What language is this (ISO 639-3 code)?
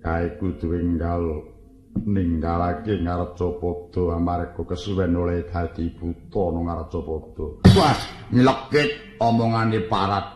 jav